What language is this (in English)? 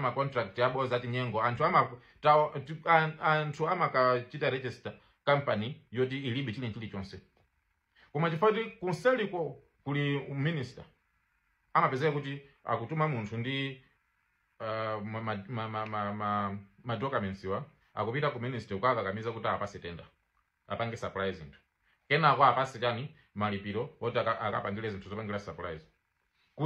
Nyanja